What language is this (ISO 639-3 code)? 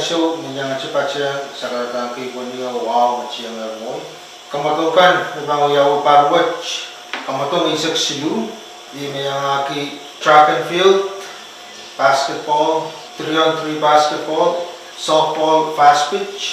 pon